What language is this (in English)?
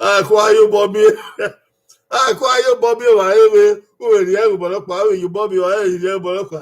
Bini